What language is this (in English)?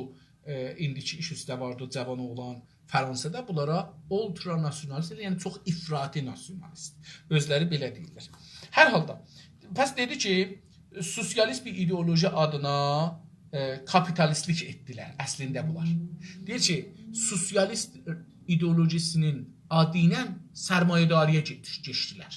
South Azerbaijani